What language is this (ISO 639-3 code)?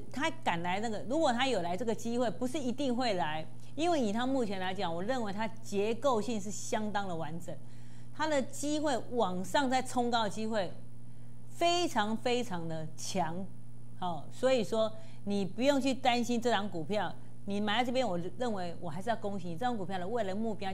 zho